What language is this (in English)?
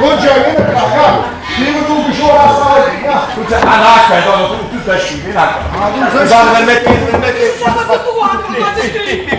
Neapolitan